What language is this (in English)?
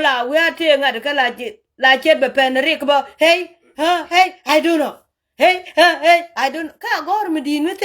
Nuer